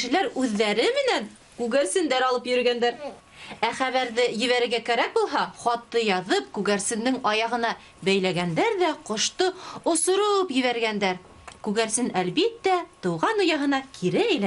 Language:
Bashkir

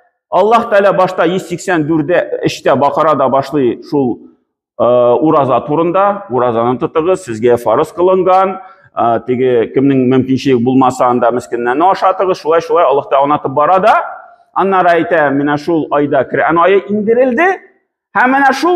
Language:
Tatar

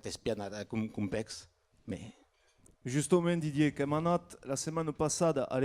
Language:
Occitan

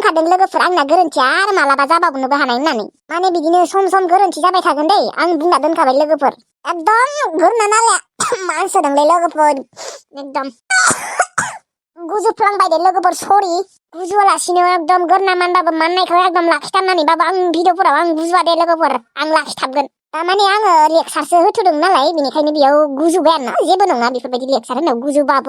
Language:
Bodo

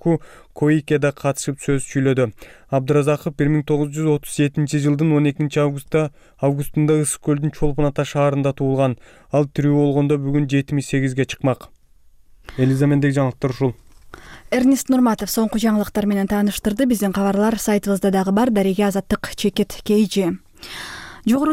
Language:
Kyrgyz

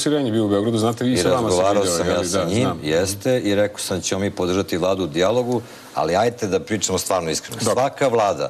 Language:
Serbian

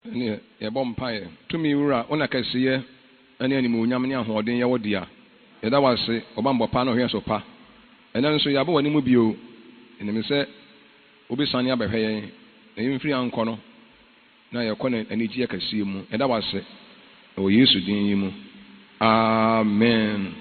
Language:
Akan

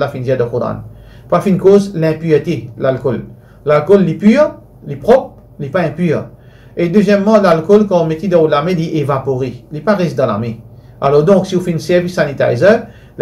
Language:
Morisyen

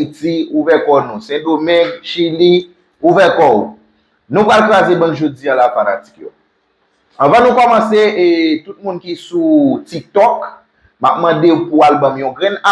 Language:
Haitian Creole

